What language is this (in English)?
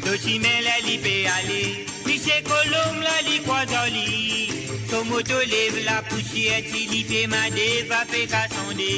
Morisyen